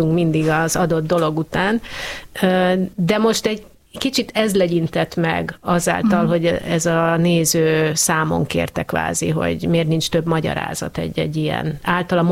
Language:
Hungarian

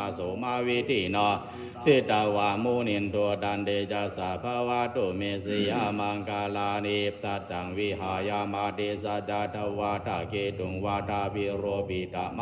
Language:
Pali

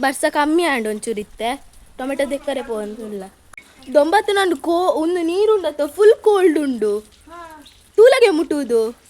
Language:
Tulu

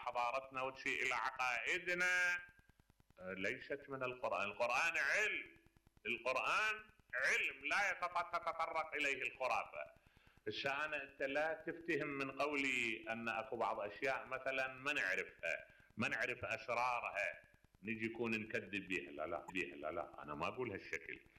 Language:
Mesopotamian Arabic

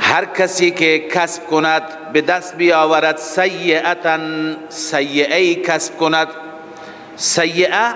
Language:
Persian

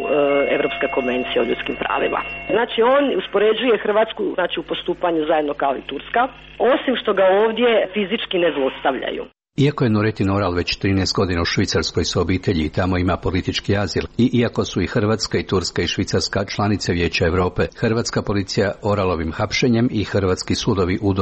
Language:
Croatian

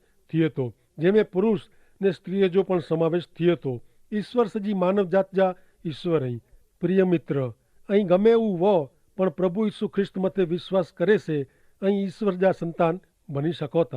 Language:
Kachhi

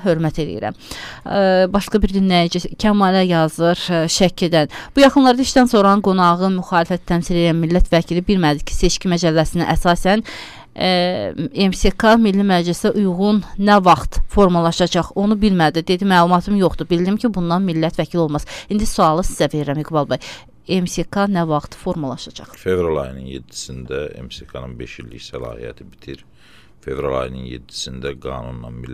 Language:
Azerbaijani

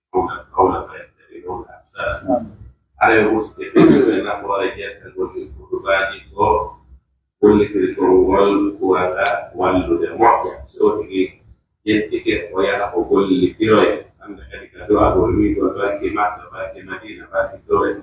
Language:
Pular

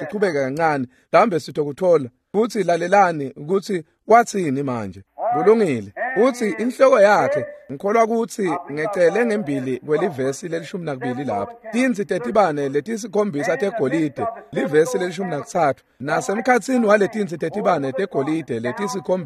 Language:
Swati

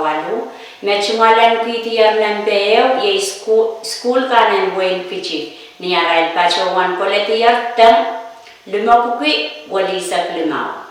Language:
Pohnpeian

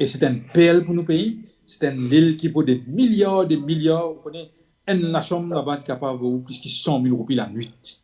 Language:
Morisyen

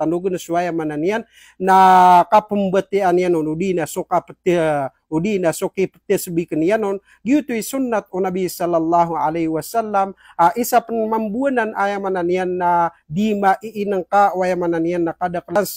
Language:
Maranao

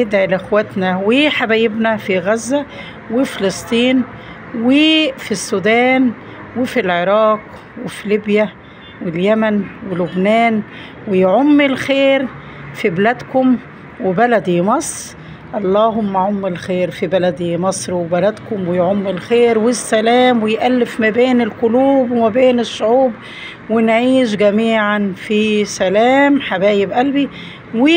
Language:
Egyptian Arabic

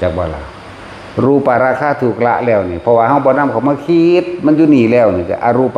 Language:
Northeastern Thai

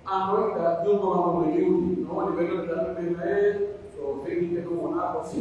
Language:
Pular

